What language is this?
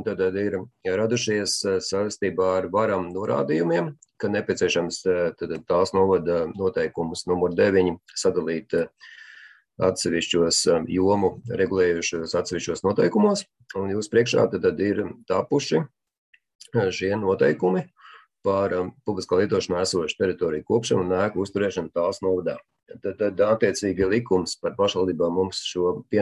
Latvian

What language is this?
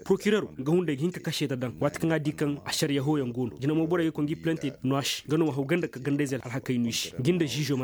Koyraboro Senni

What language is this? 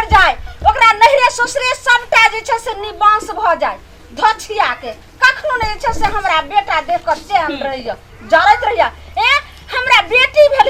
Maithili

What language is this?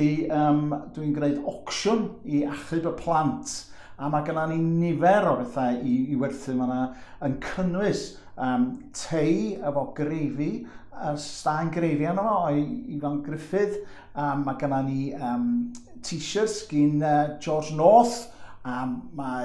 Welsh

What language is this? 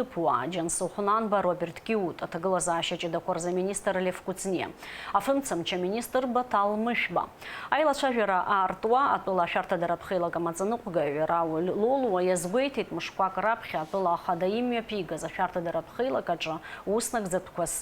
Abkhazian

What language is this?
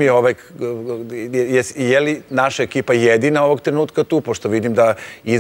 Serbian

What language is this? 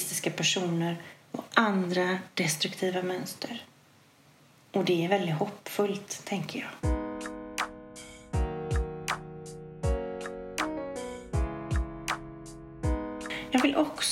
Swedish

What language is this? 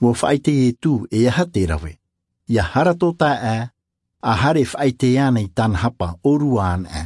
Tahitian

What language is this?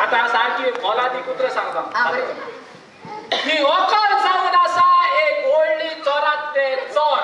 Konkani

